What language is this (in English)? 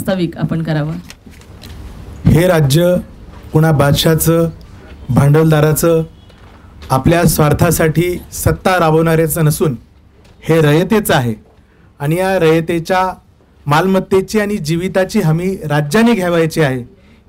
Marathi